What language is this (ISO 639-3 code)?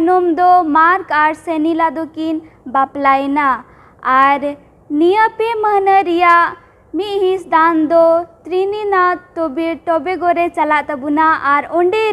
sat